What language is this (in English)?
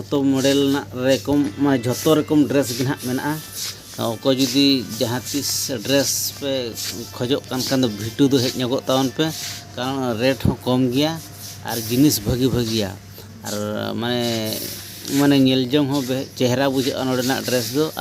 Santali